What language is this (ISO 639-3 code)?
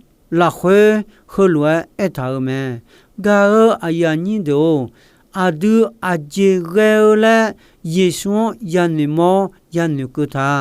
ahk